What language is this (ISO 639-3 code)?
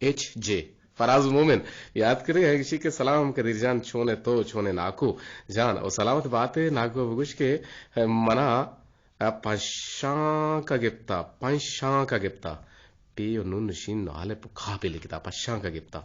bgp